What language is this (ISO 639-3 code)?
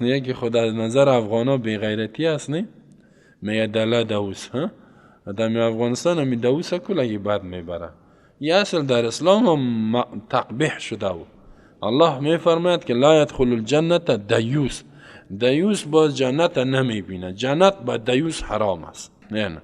fas